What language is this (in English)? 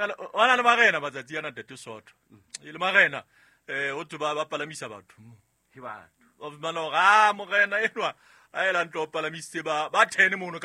Southern Sotho